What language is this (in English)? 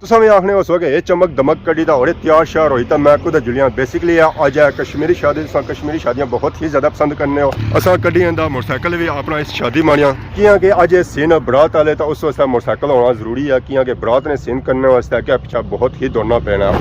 Pahari-Potwari